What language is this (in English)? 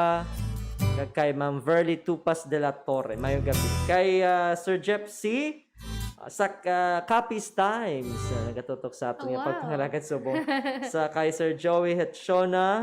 Hiligaynon